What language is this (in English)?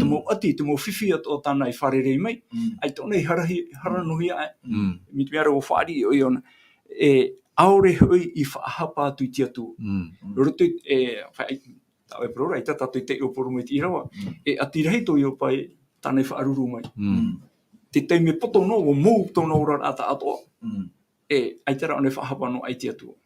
Tahitian